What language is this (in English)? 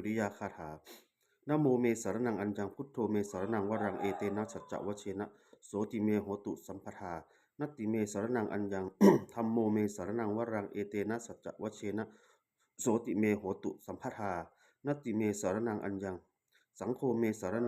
Pali